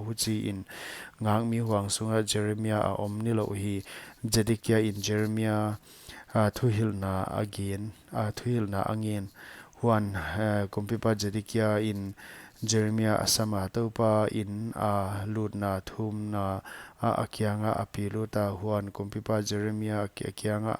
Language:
Paite Chin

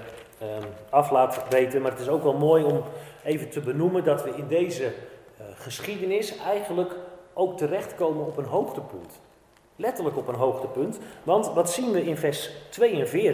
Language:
Dutch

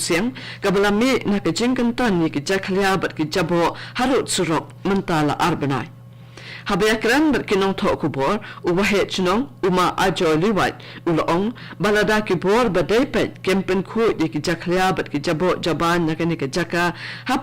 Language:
Khasi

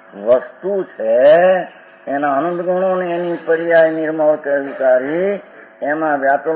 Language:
Gujarati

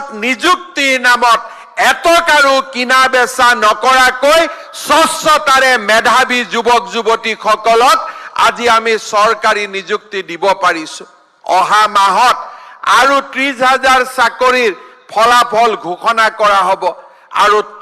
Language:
Assamese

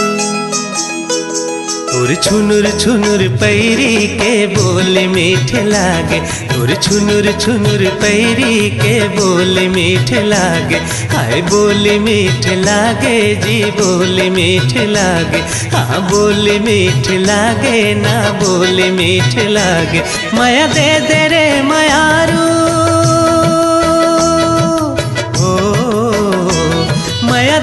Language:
Chhattisgarhi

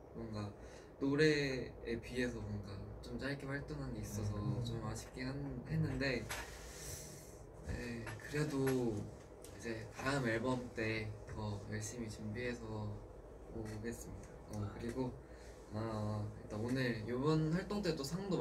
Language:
Korean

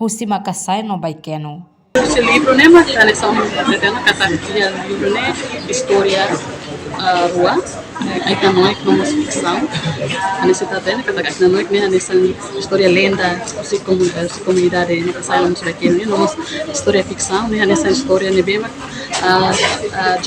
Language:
Tetum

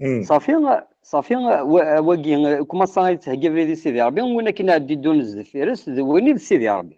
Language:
Kabyle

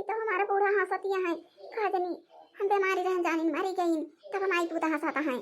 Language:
Awadhi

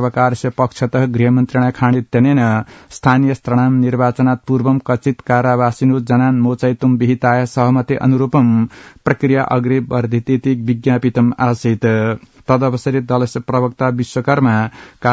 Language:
Sanskrit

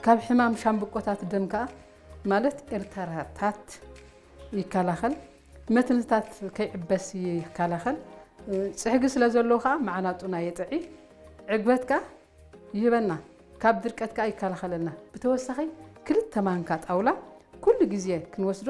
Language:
Tigrinya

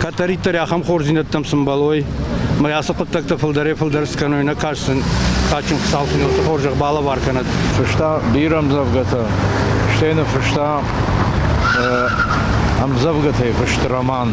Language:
Ossetic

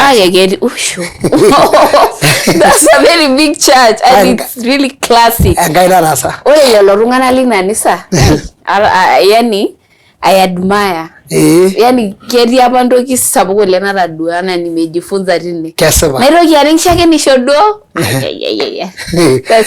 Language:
Masai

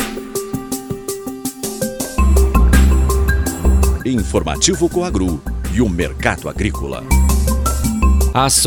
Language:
Portuguese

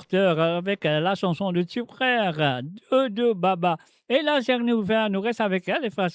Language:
Morisyen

